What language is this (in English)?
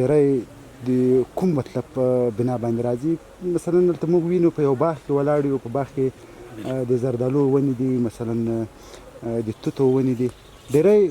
Pashto